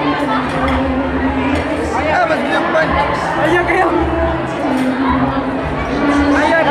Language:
Filipino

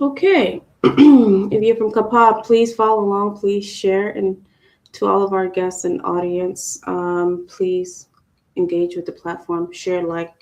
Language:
Acoli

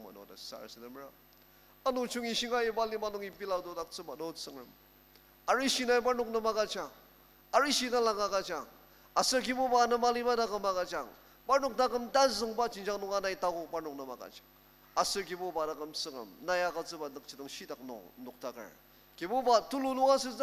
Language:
Ao Naga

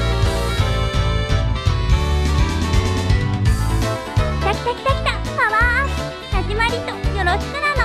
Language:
Japanese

